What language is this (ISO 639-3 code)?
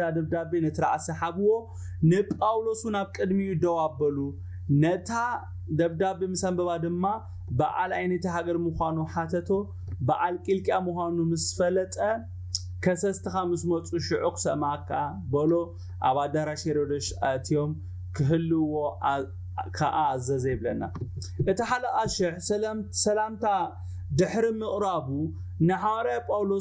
tir